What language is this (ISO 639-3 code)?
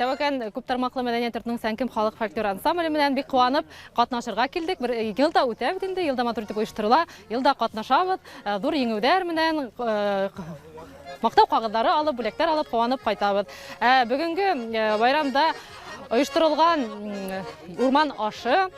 bak